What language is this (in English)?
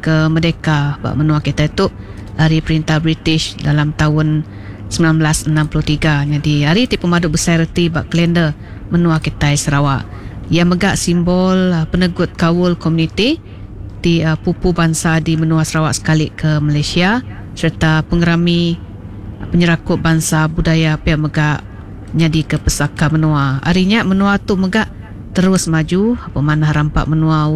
Iban